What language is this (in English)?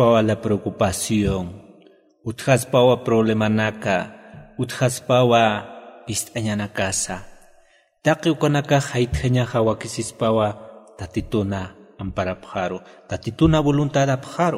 Aymara